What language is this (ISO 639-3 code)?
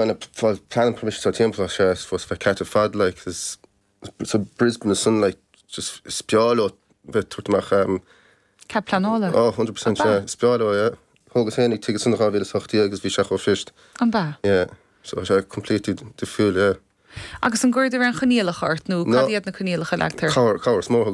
gle